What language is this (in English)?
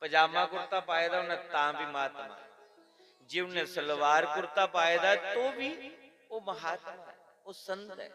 Dogri